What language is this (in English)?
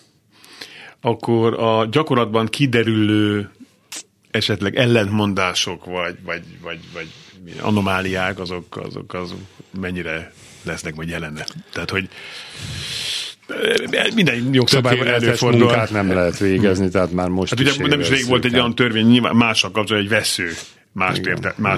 Hungarian